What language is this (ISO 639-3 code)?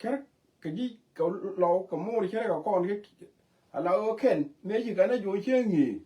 nus